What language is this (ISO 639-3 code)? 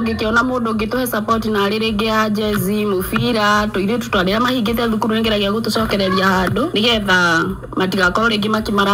kik